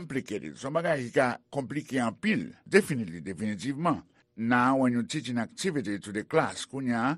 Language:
Haitian Creole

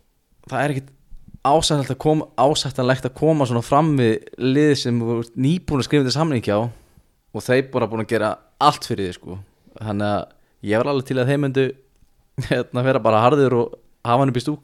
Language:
Icelandic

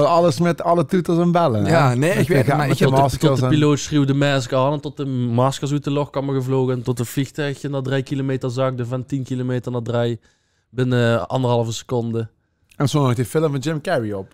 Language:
Limburgish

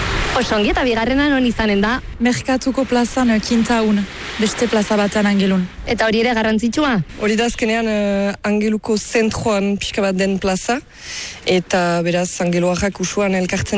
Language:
Basque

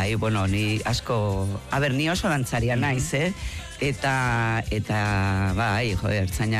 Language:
Basque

